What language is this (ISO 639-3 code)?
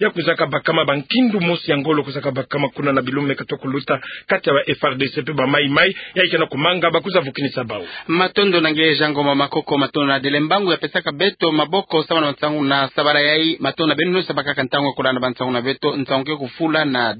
ktu